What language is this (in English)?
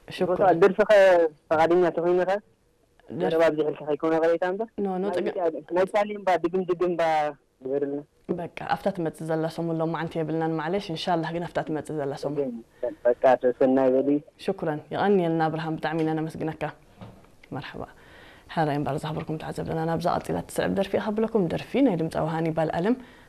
Tigrinya